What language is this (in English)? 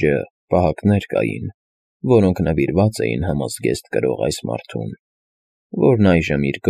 Armenian